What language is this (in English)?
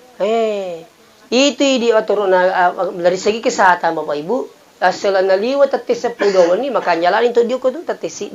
Buginese